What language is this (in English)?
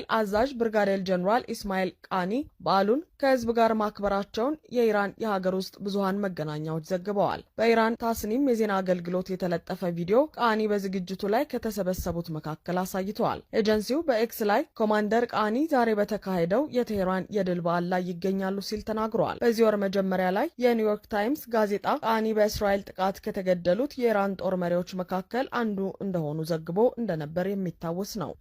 Amharic